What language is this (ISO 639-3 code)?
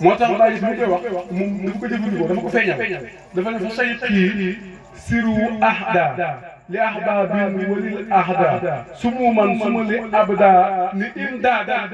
wol